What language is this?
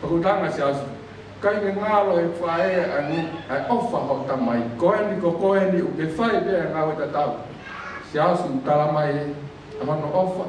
Tongan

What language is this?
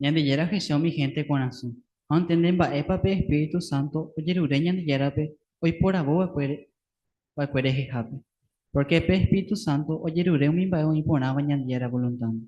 Guarani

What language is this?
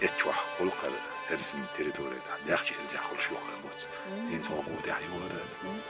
Chechen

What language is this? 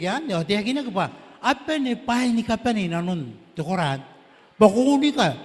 Gilbertese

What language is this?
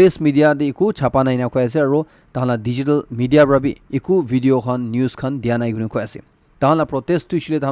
Naga Pidgin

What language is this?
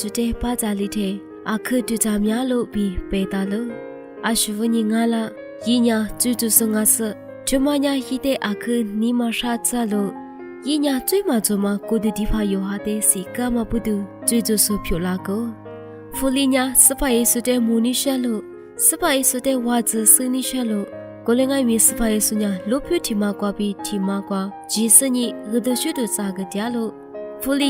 Lisu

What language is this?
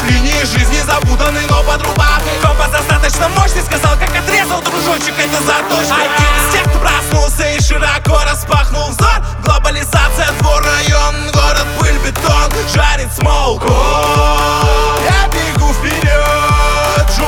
Russian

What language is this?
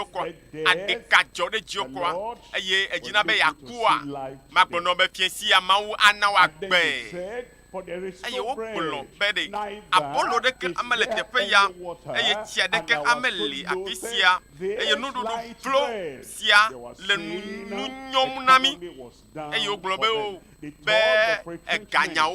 Ewe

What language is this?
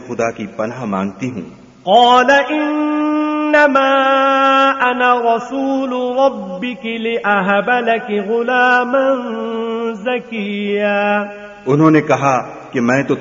Urdu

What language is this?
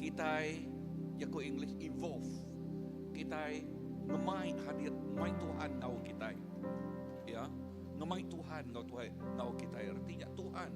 Iban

